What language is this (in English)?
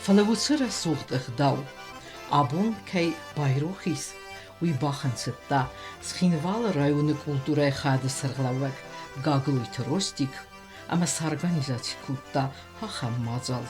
Ossetic